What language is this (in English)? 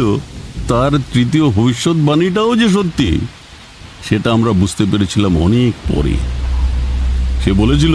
Bangla